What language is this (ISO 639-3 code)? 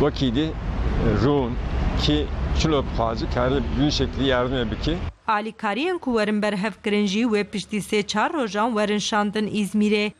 kur